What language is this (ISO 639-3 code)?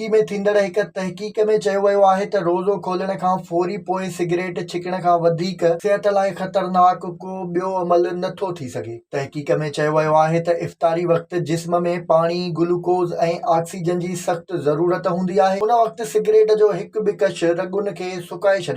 snd